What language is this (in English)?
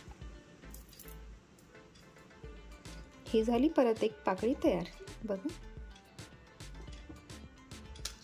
Marathi